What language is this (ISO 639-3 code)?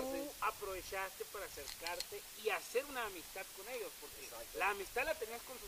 spa